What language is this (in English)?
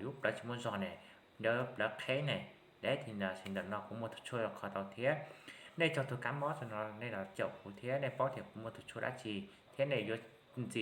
Hmong